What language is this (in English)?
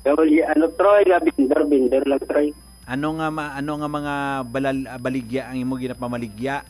Hiligaynon